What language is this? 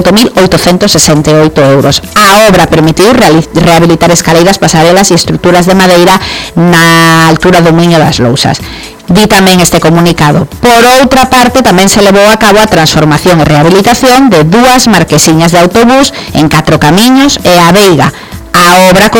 Galician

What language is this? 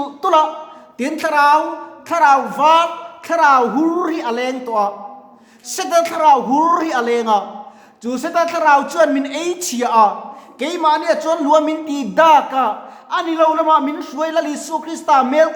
Mizo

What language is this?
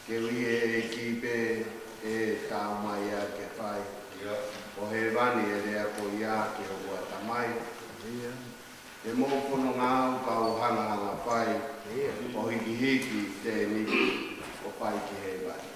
Tongan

